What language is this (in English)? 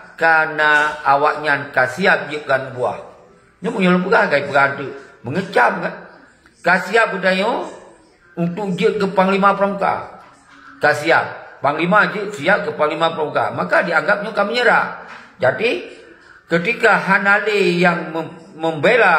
Achinese